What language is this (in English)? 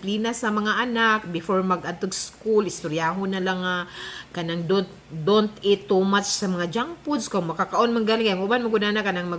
Cebuano